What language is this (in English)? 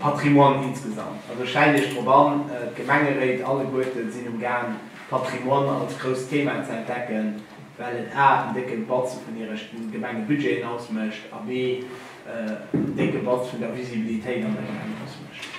Luxembourgish